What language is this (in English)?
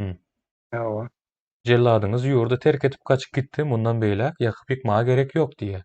Turkmen